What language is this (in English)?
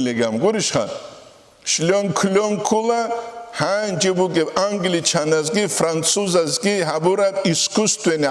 Avaric